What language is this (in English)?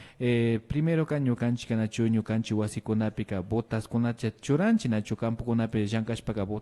Imbabura Highland Quichua